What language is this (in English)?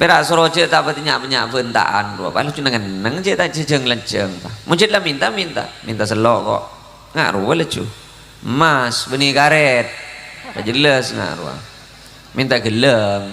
Madurese